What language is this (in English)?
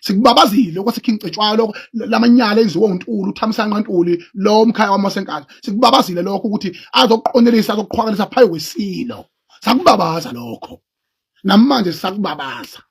Zulu